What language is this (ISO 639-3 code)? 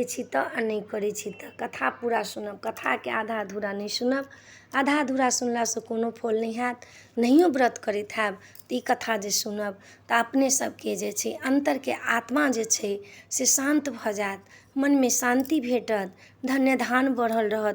mai